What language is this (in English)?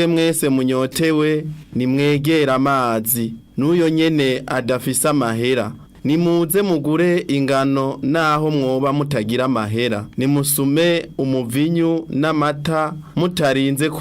Rundi